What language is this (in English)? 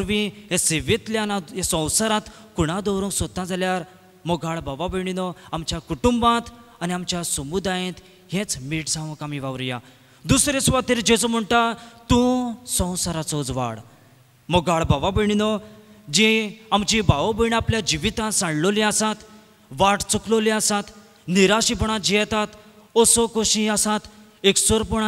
Konkani